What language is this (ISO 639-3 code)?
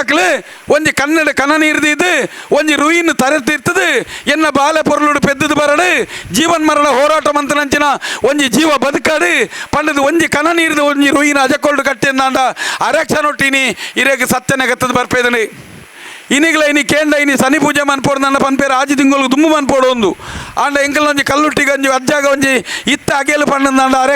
tcy